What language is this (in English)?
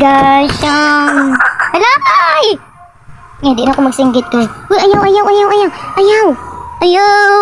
Cebuano